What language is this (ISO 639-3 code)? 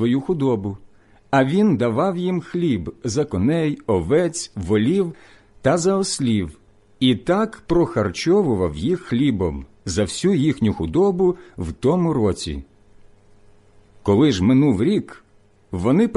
ukr